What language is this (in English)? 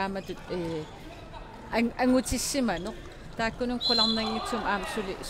Kalaallisut